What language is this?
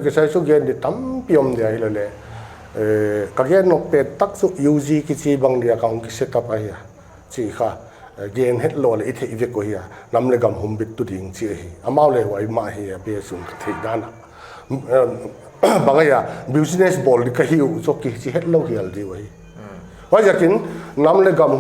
Paite Chin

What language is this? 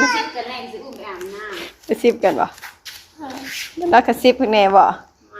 Northeastern Thai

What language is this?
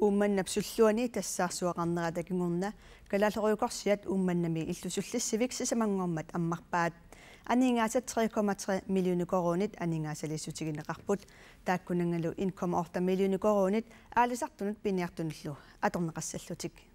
Kalaallisut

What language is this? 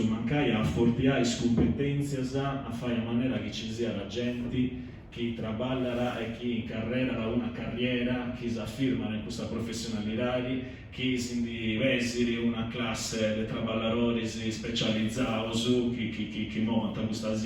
Sardinian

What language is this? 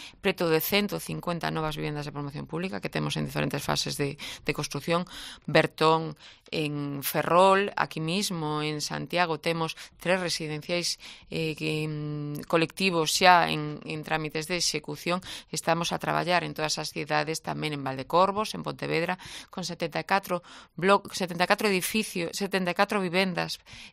Galician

